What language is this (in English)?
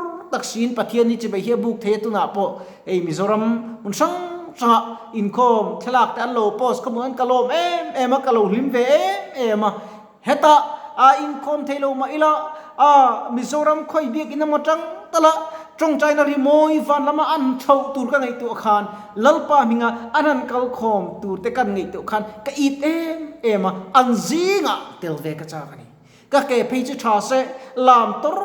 Mizo